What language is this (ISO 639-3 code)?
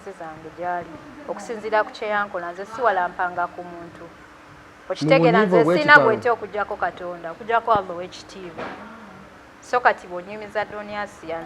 lug